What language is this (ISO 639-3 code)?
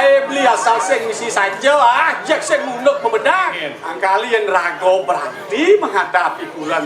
ban